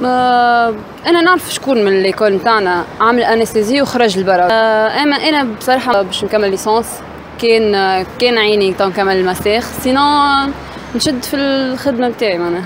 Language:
Tunisian Arabic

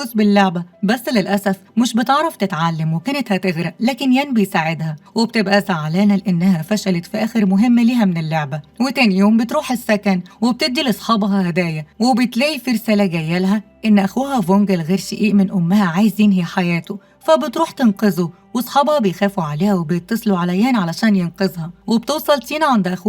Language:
Egyptian Arabic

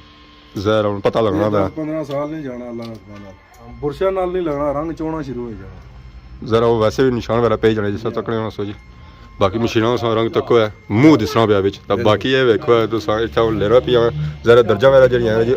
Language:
Pahari-Potwari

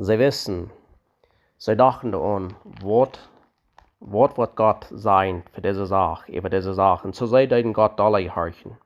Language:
Plautdietsch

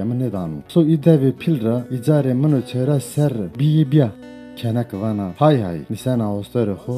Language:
Zaza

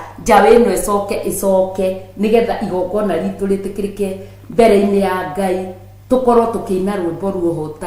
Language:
Kikuyu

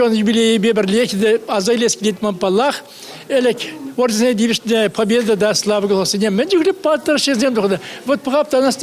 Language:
Chuvash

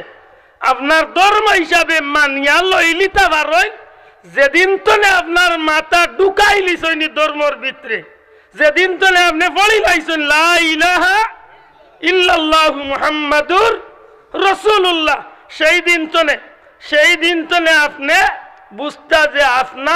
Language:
Sylheti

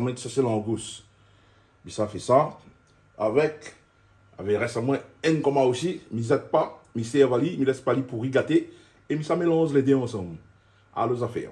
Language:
Réunion Creole French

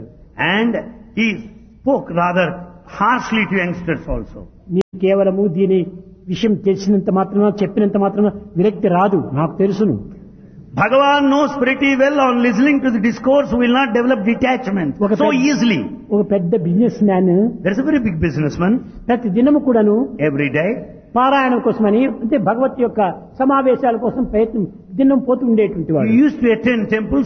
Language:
Telugu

